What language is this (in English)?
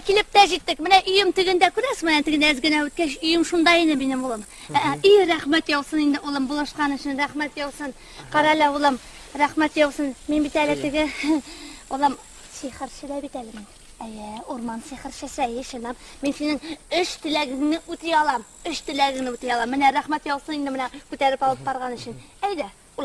Tatar